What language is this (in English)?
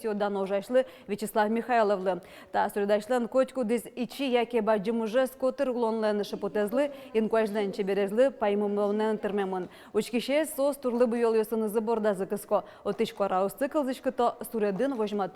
Udmurt